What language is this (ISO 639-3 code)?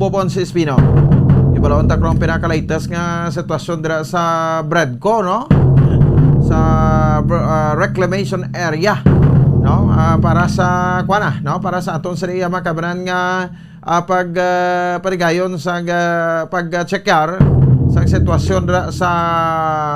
hil